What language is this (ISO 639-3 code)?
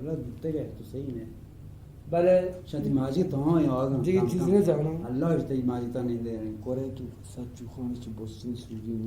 bgp